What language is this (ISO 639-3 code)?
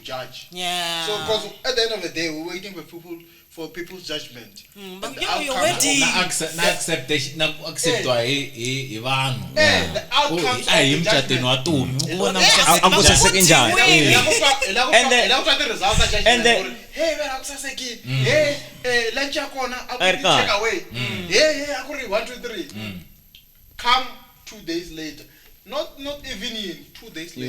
tso